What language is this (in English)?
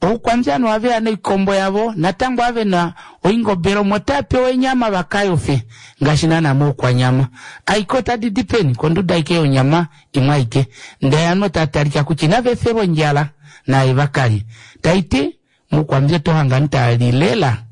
Kuanyama